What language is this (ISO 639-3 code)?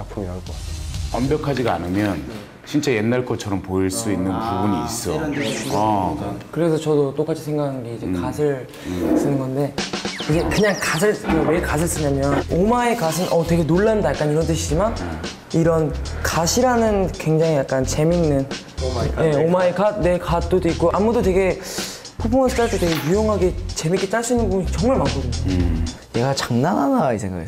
kor